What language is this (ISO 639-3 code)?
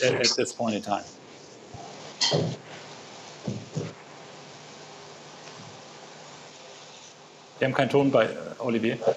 deu